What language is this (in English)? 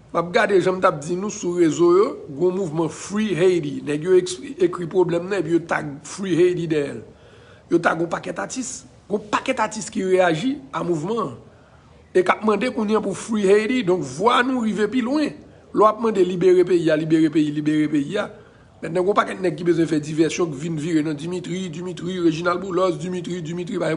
Haitian Creole